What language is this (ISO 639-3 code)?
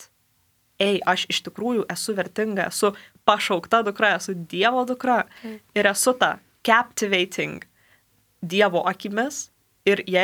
lit